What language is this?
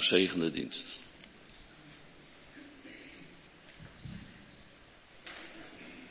Dutch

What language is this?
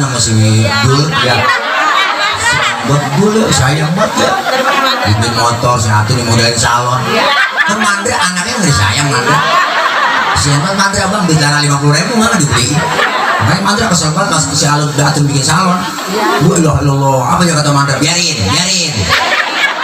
Betawi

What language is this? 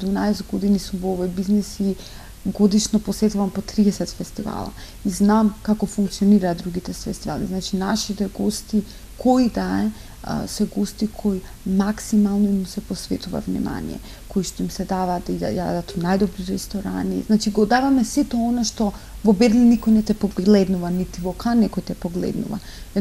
Macedonian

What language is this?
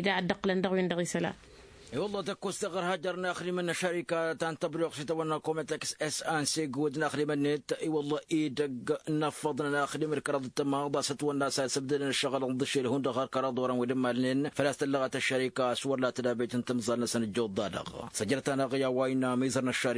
Tamasheq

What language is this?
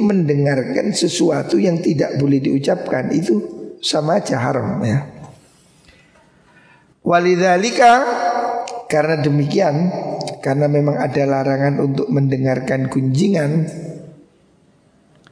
Indonesian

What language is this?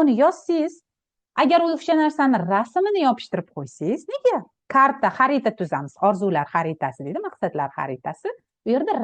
Uzbek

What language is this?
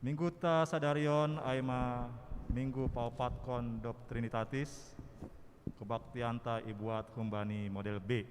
Batak Simalungun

